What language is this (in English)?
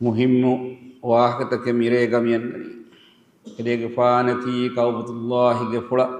Divehi